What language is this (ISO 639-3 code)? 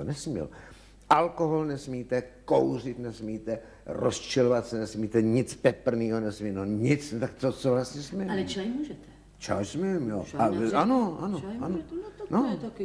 ces